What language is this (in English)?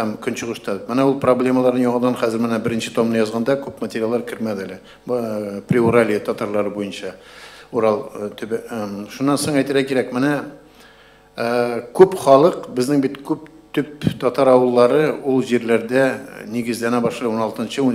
Tatar